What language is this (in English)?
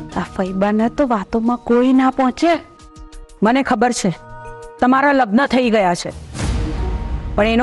Gujarati